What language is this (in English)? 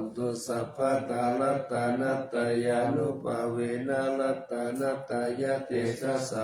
Pali